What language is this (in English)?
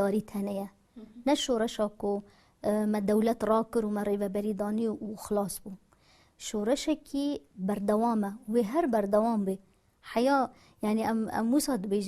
Kurdish